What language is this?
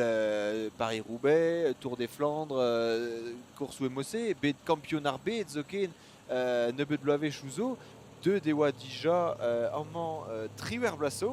Breton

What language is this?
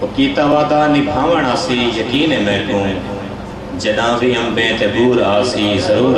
Saraiki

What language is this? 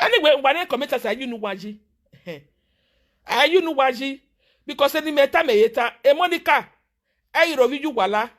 Nigerian Pidgin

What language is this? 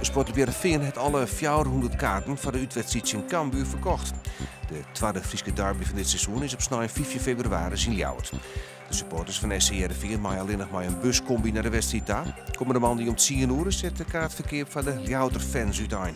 Western Frisian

